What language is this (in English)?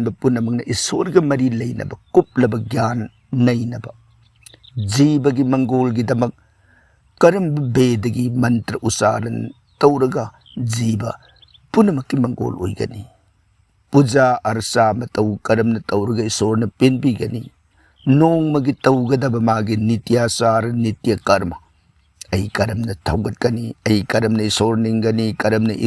Manipuri